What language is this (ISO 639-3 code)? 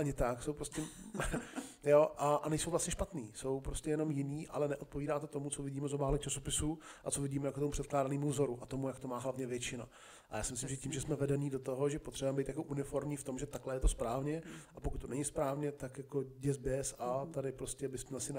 ces